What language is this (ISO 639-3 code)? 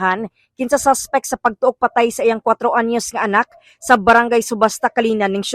ceb